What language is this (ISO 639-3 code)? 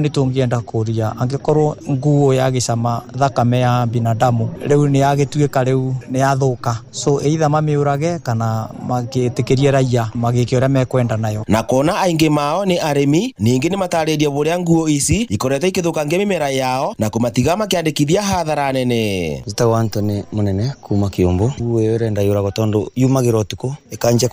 kik